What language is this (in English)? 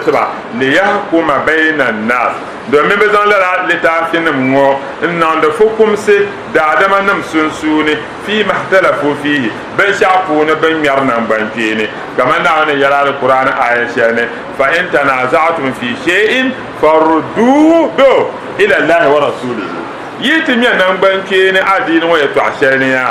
Dagbani